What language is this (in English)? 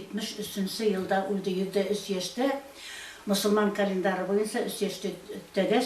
Bashkir